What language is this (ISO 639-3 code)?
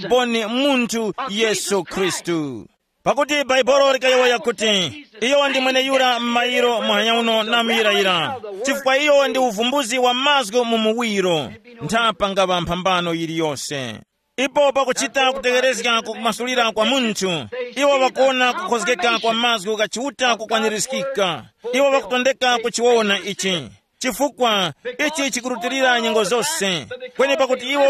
tum